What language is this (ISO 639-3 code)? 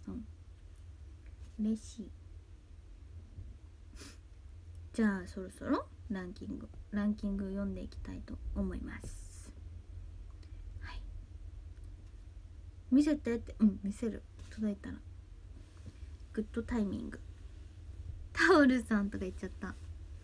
jpn